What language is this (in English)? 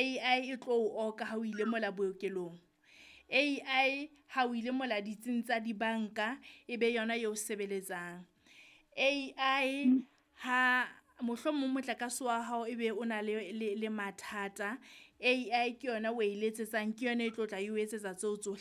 Southern Sotho